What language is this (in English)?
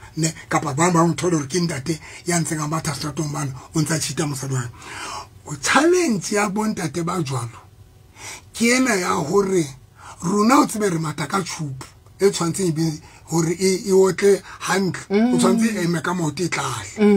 Southern Sotho